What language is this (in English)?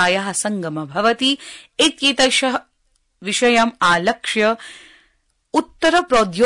Sanskrit